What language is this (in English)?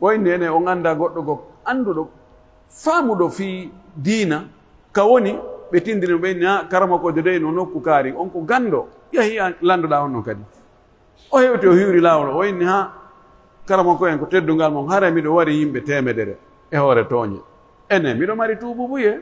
Pular